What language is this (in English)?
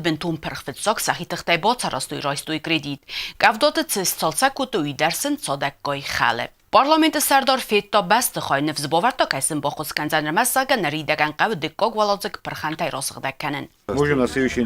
Ossetic